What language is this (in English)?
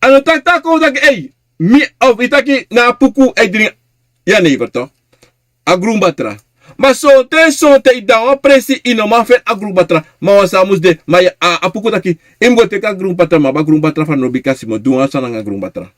Sranan Tongo